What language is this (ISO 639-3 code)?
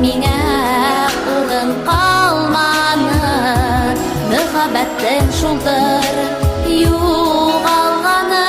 bak